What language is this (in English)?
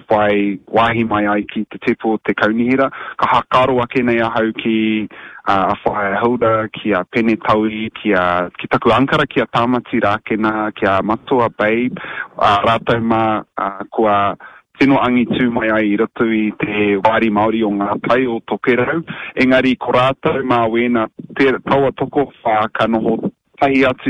Māori